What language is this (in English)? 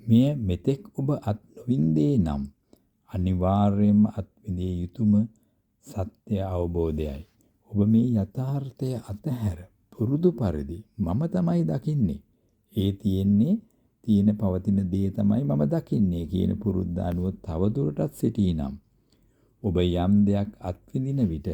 Sinhala